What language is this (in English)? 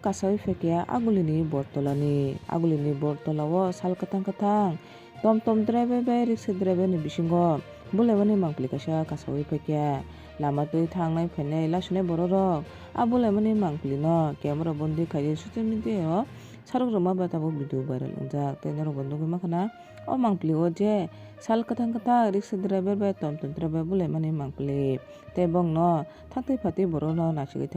Kok Borok